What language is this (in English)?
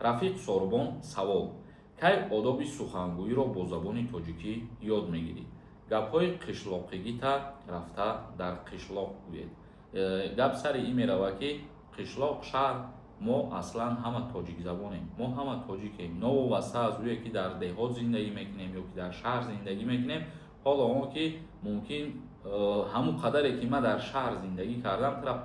Tajik